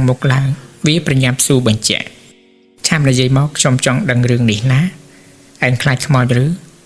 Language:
Khmer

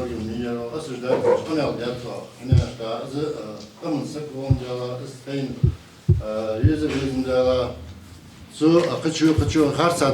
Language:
Ingush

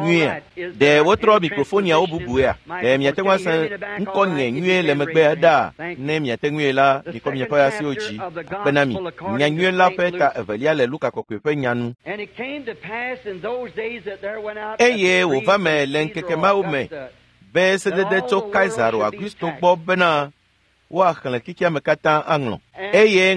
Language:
Ewe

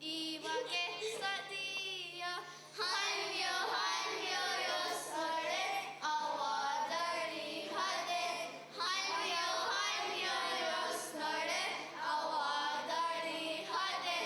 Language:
Mohawk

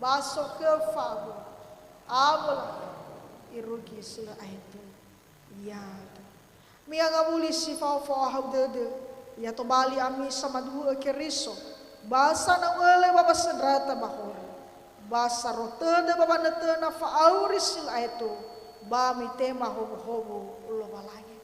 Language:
Nias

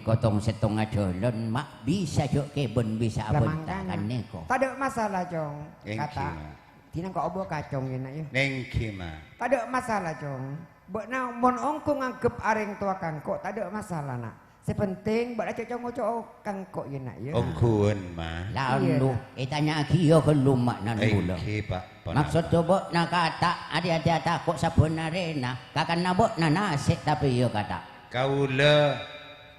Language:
Madurese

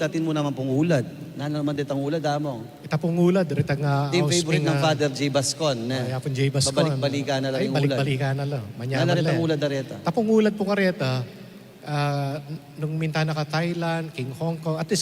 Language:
Pampanga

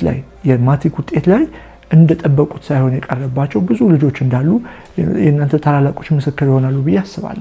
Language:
Amharic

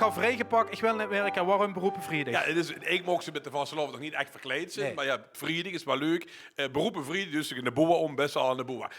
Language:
Limburgish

